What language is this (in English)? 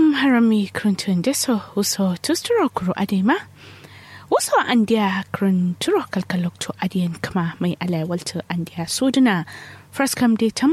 Kanuri